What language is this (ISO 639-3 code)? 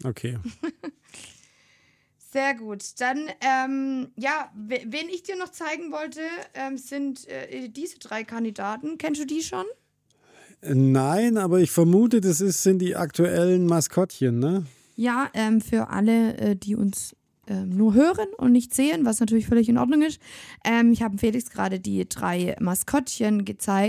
deu